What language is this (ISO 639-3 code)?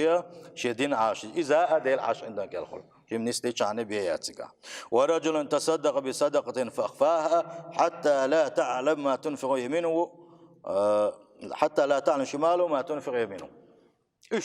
che